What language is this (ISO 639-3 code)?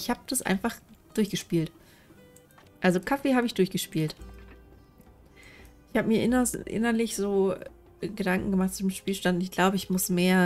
deu